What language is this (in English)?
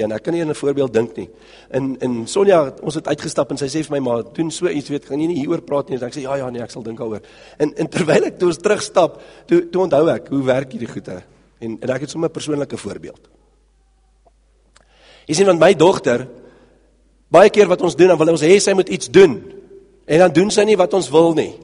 Afrikaans